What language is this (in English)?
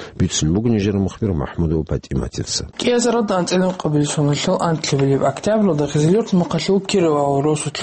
Avaric